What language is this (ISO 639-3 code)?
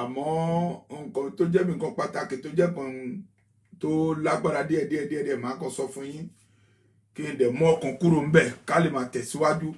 yor